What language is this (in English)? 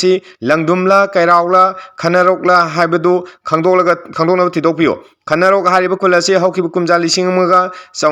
Manipuri